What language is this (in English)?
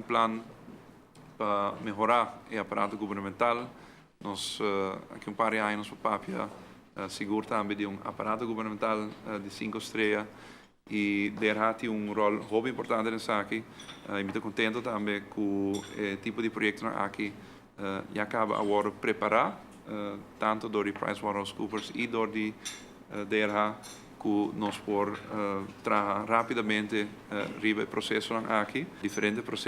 Papiamento